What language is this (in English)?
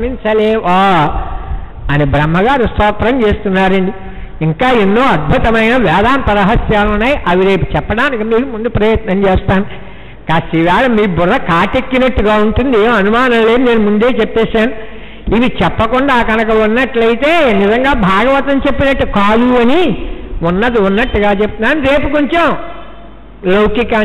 Telugu